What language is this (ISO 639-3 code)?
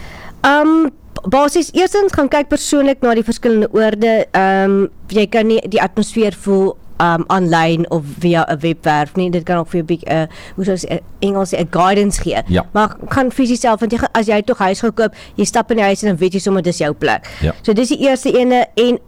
afr